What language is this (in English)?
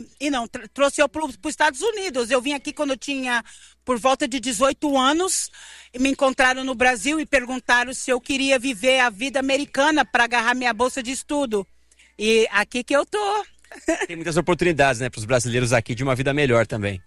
Portuguese